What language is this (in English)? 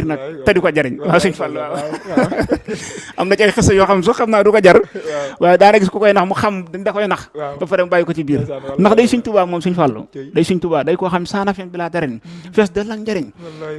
Wolof